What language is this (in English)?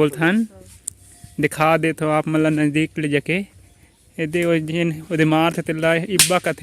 Chhattisgarhi